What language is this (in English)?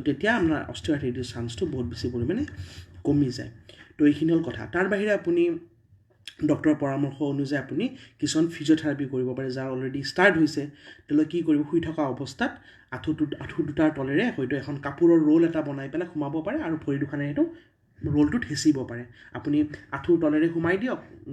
Assamese